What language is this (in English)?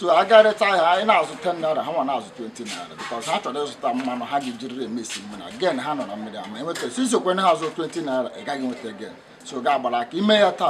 Igbo